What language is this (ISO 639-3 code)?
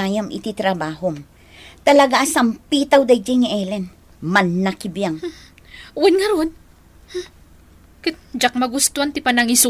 ilo